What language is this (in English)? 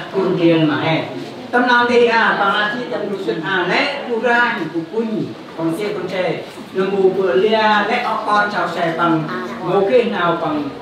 Central Mnong